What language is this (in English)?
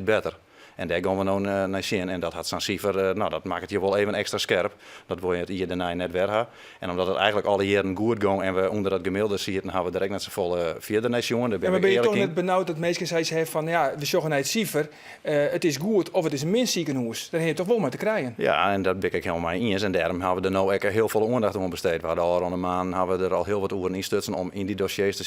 Western Frisian